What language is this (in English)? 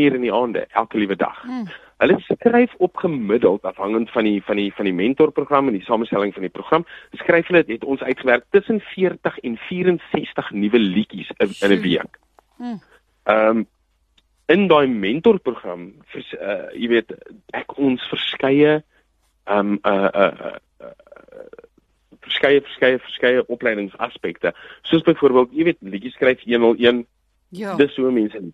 Afrikaans